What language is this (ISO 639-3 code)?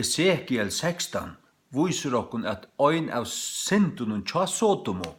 fao